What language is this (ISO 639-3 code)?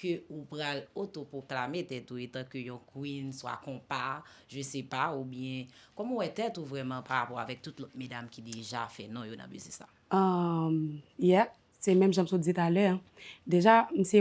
hat